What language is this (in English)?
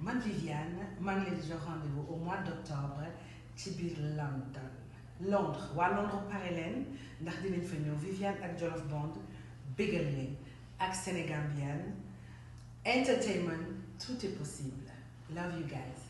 Wolof